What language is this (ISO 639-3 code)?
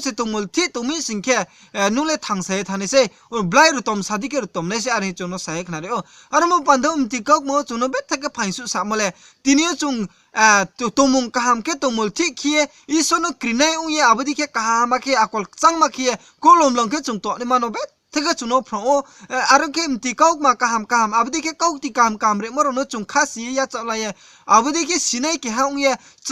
ria